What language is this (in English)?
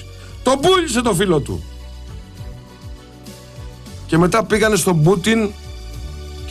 Greek